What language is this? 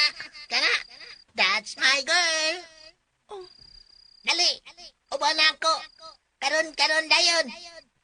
Cebuano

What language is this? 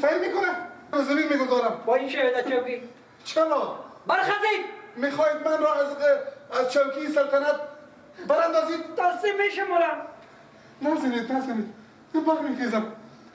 Persian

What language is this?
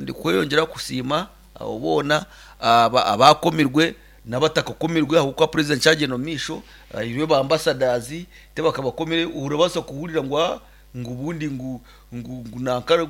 Nyankole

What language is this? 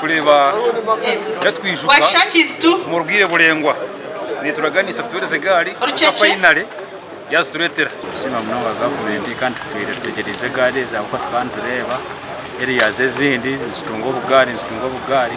Nyankole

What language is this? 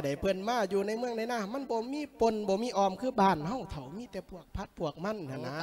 Lao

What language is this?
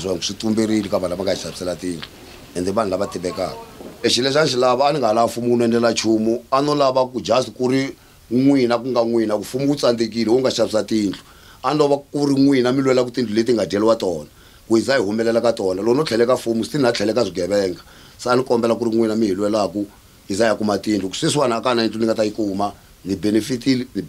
Tsonga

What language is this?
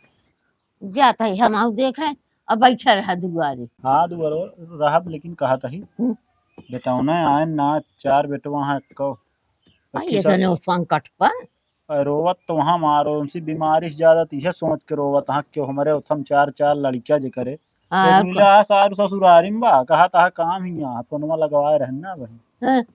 Awadhi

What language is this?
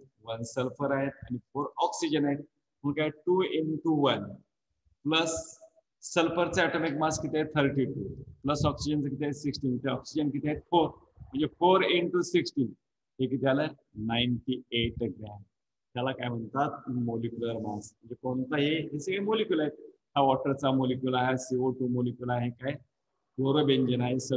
Marathi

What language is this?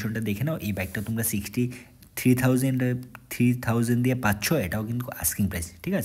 Bangla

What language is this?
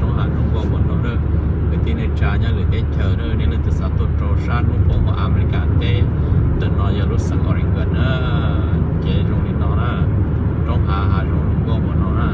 Hmong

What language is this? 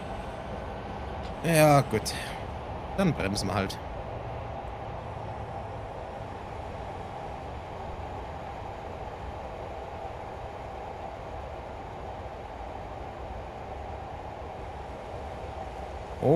German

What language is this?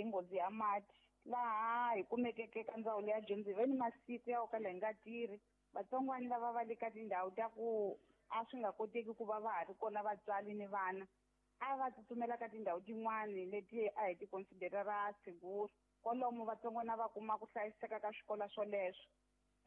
Tsonga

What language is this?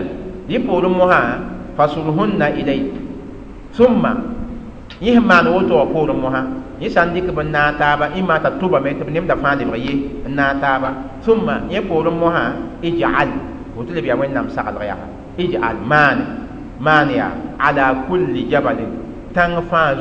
Mossi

